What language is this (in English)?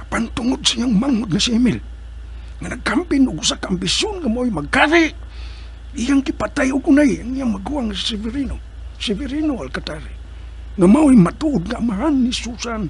Cebuano